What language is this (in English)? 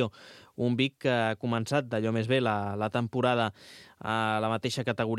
Catalan